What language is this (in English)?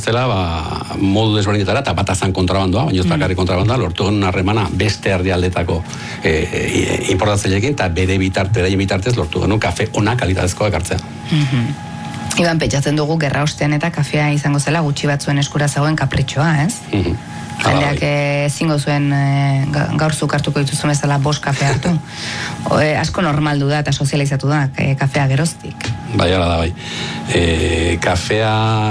Basque